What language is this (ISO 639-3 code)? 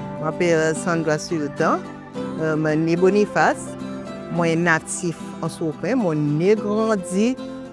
crs